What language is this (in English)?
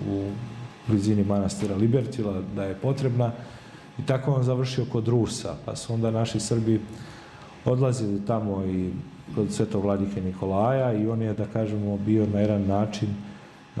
Serbian